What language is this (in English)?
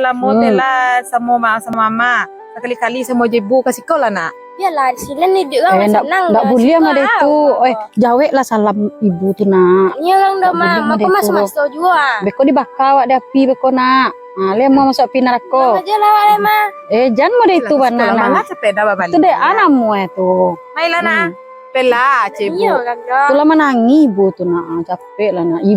Minangkabau